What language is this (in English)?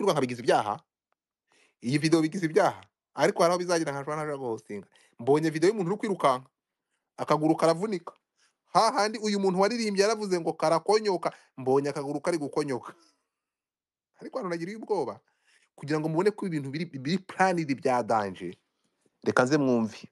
Kinyarwanda